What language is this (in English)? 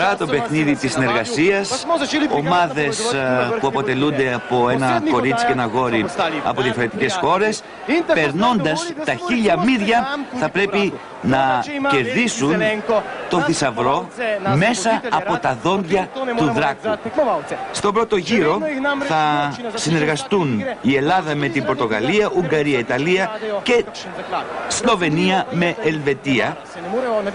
Greek